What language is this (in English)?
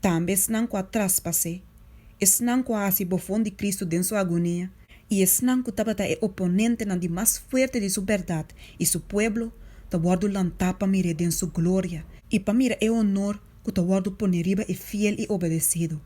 Papiamento